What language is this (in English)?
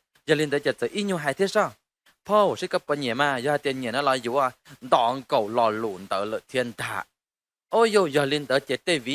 Hmong